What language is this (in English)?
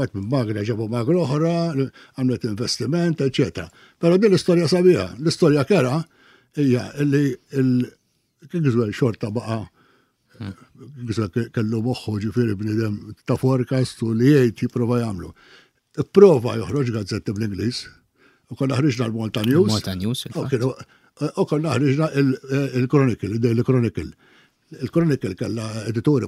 Maltese